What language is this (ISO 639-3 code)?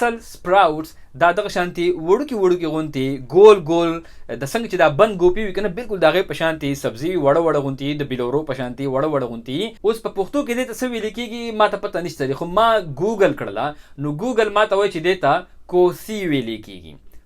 pus